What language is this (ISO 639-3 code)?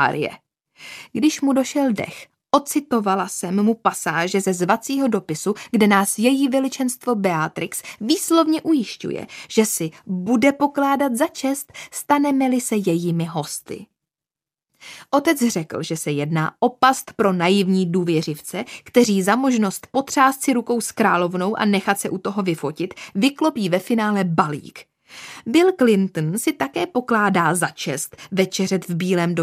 ces